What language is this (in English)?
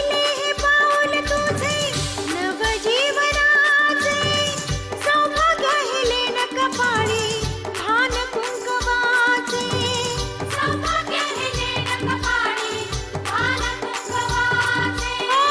Marathi